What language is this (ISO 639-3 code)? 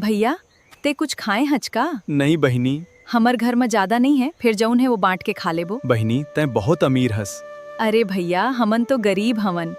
hne